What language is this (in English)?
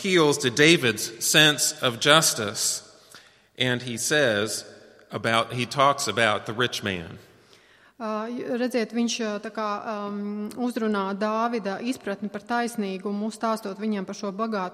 Latvian